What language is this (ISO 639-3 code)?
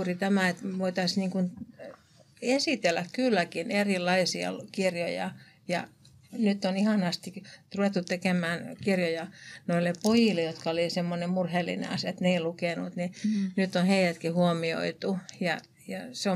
fin